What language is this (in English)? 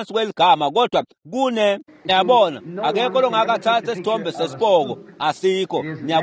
Swati